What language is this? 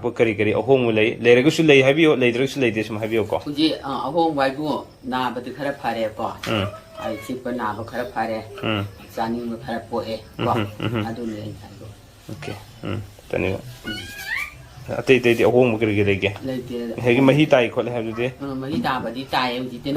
Manipuri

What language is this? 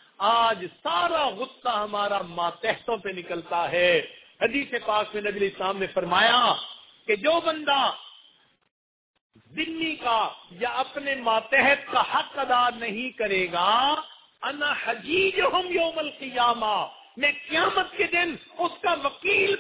Urdu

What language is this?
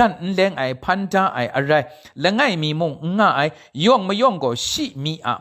Kachin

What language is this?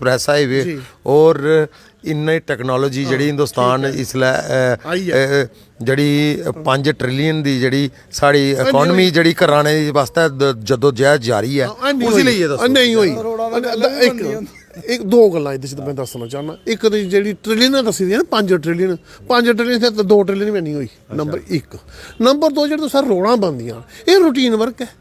Dogri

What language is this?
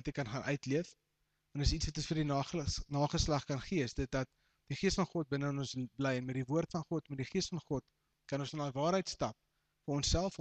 Afrikaans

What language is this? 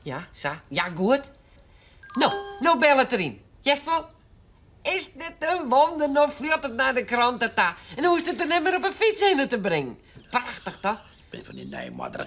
Western Frisian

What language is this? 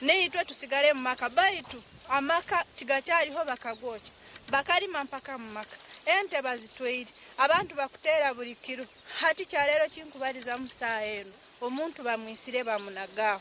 Nyankole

